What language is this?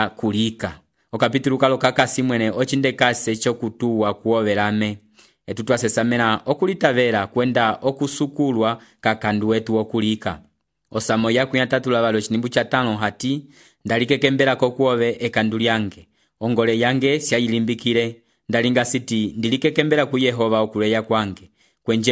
Umbundu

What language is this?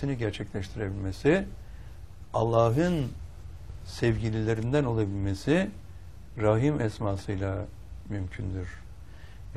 Turkish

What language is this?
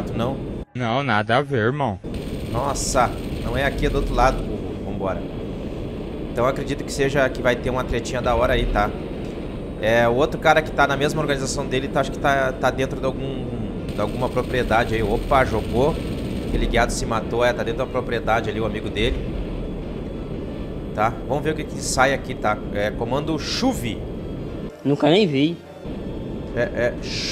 Portuguese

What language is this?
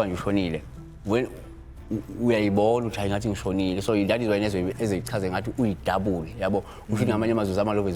Zulu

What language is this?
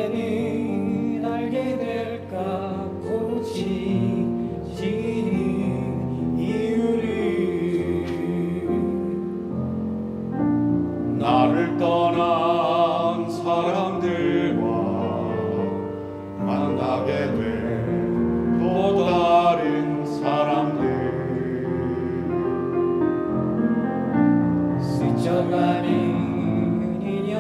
Korean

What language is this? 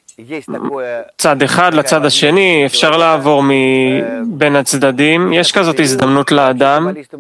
Hebrew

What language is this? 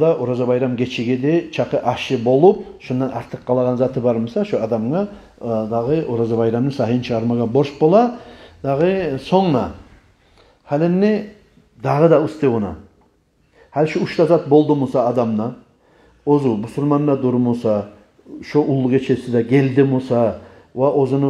Kumyk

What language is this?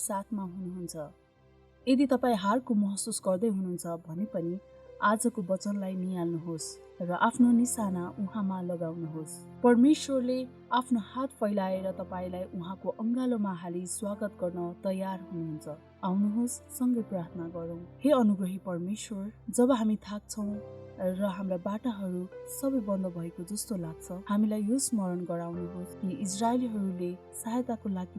Nepali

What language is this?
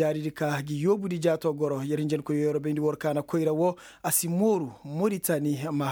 Koyraboro Senni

